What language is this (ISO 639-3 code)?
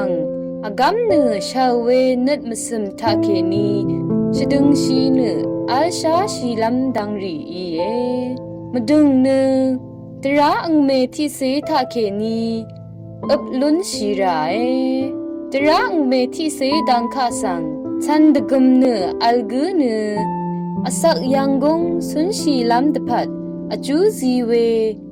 raw